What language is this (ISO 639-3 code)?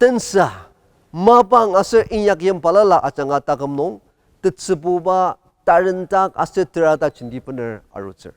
njo